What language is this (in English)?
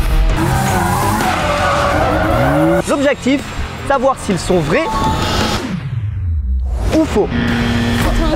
French